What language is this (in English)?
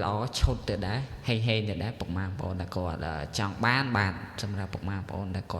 Khmer